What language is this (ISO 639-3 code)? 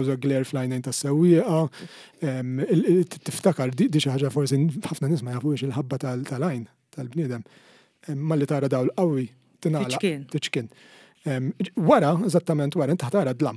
mlt